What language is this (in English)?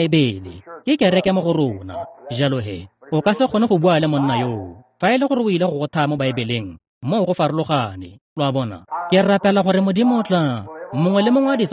Tswana